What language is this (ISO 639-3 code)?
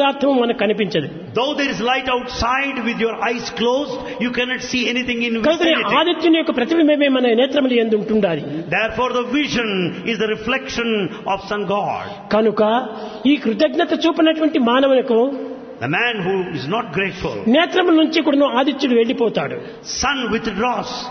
tel